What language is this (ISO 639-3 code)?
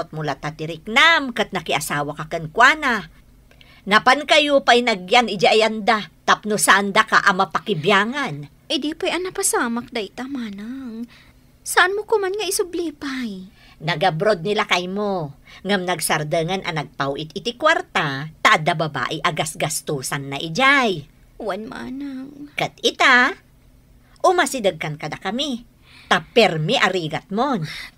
ilo